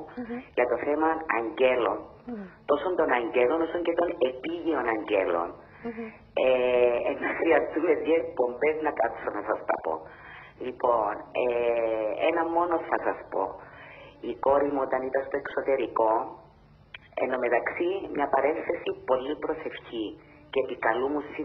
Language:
Greek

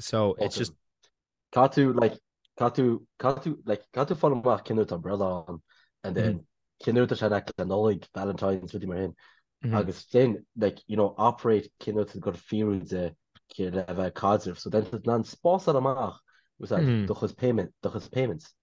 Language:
Irish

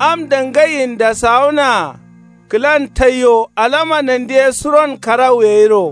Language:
Kanuri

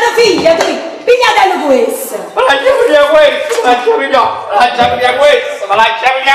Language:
Neapolitan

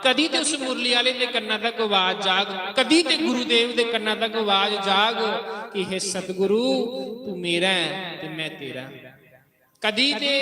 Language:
Dogri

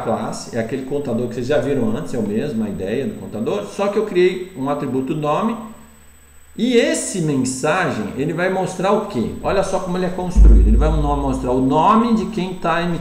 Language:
Portuguese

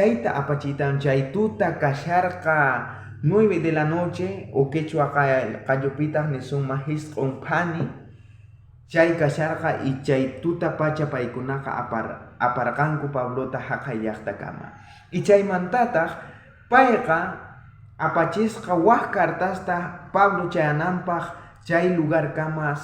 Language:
South Bolivian Quechua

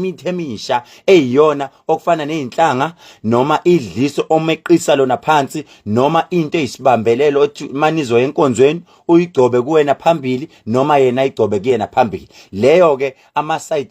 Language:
Zulu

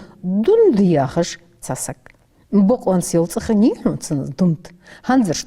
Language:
Ingush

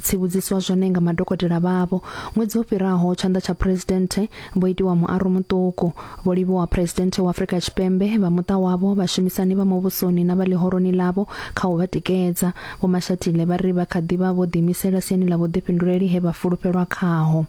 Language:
Venda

